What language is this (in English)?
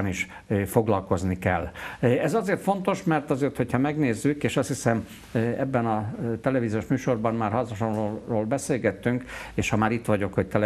Hungarian